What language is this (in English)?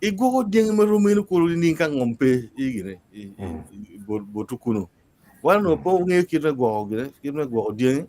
Acoli